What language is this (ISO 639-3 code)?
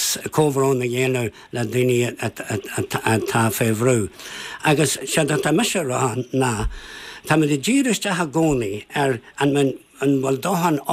gle